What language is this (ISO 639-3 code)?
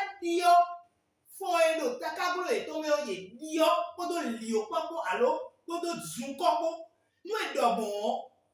fon